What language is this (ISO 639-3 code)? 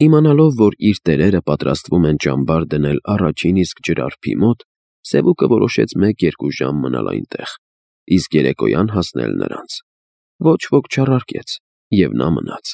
hye